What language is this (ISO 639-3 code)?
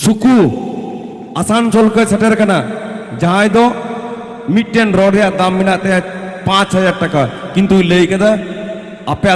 sat